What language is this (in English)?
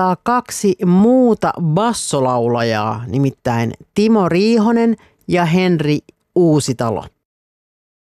Finnish